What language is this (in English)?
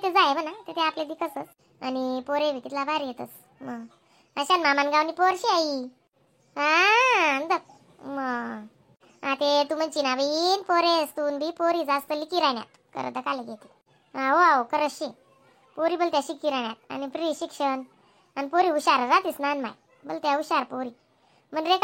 Khandesi